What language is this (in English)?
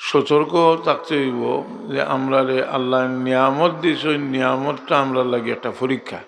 Sylheti